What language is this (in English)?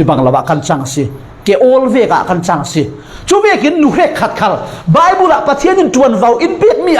Falam Chin